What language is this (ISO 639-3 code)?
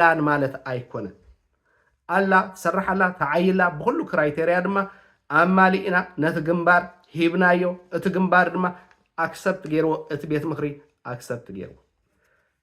tir